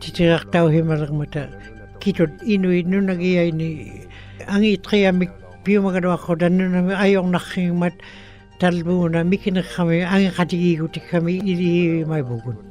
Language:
Western Canadian Inuktitut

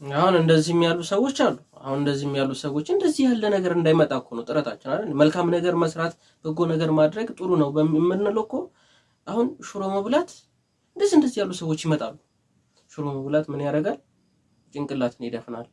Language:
Amharic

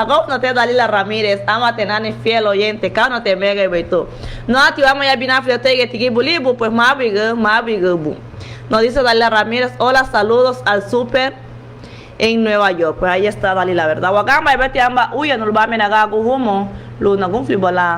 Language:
Garifuna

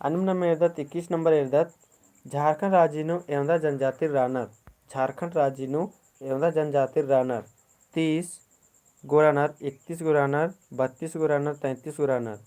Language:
Kurukh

